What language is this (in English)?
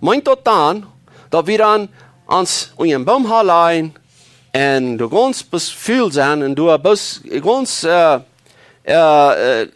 Plautdietsch